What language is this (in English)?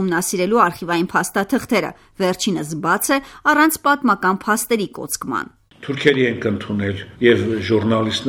Armenian